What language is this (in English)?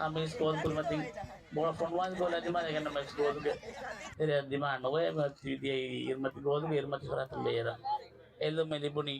Divehi